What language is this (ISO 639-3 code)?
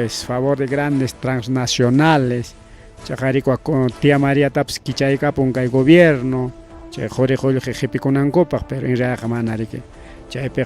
quy